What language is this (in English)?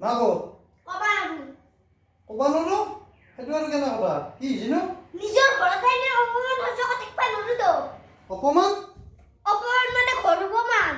Assamese